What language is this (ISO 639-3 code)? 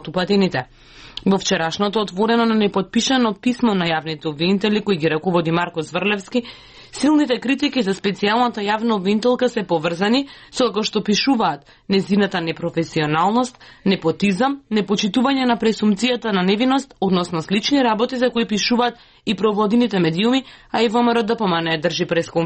mkd